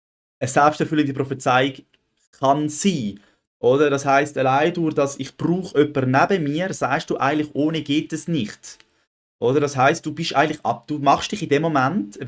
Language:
Swiss German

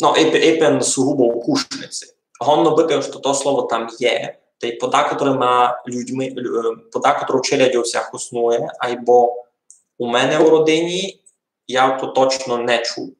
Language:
Rusyn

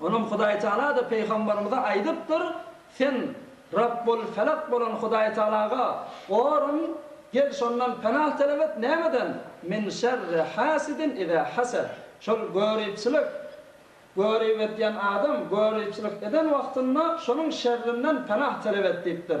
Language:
Turkmen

